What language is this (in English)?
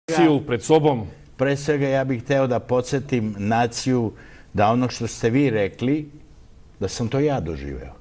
Serbian